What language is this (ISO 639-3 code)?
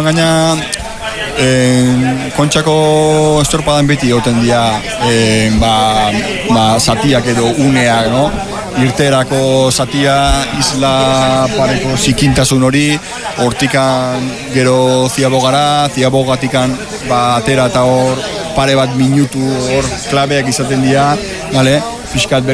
eus